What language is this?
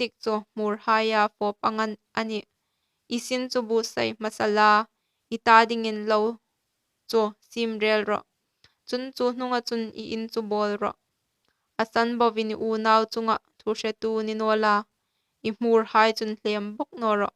Hmar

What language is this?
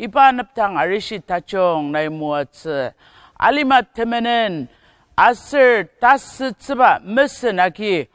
Ao Naga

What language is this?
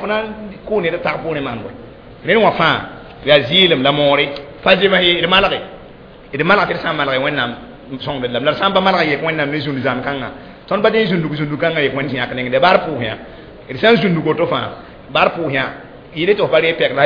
Mossi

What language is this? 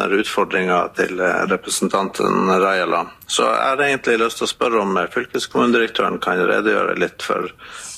Norwegian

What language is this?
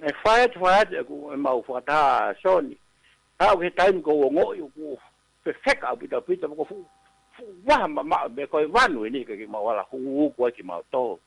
Tongan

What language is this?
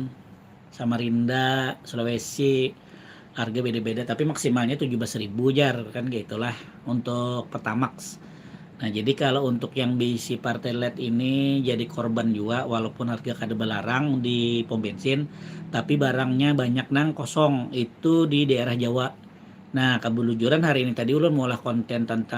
Banjar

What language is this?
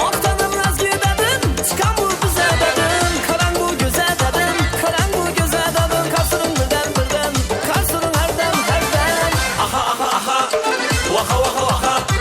Kara-Kalpak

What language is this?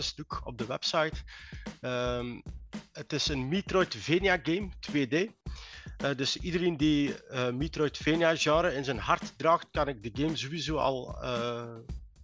Dutch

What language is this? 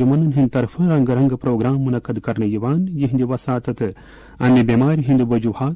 Kashmiri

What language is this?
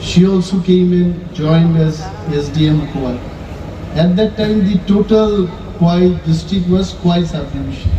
Kok Borok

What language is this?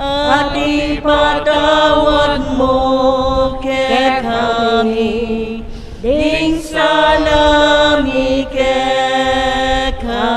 Pampanga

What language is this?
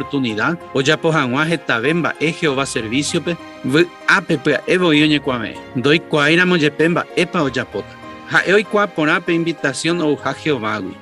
Guarani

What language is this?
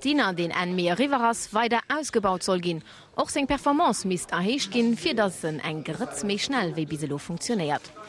Luxembourgish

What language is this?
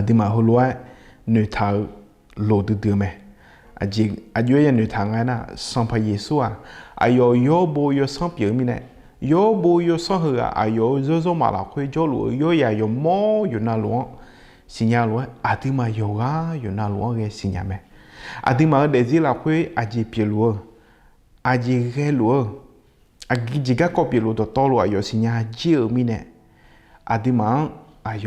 Akha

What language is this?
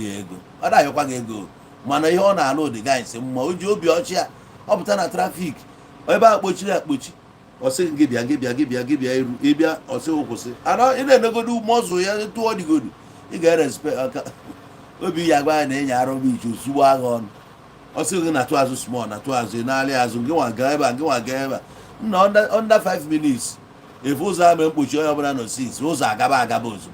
Igbo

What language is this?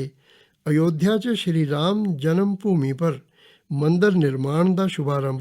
Dogri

